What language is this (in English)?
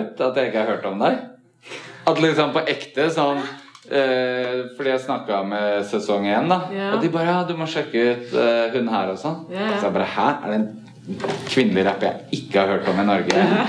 Norwegian